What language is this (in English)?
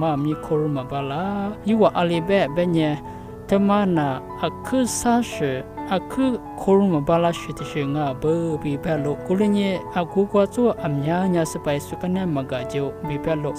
Lisu